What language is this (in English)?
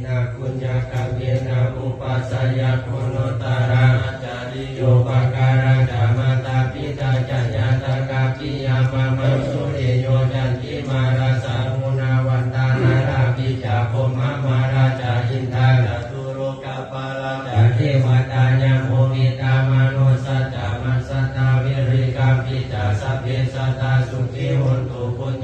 Pali